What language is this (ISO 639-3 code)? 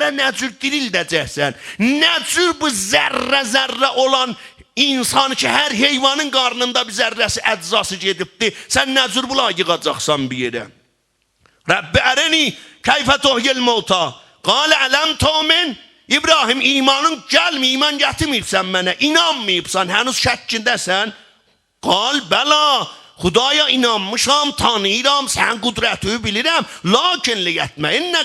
azb